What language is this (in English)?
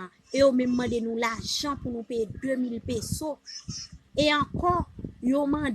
Haitian Creole